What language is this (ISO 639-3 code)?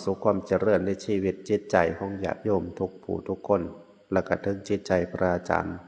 tts